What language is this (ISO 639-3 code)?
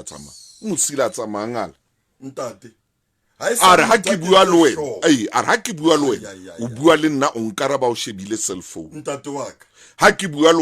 sot